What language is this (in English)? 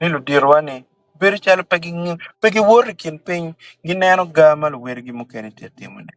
Acoli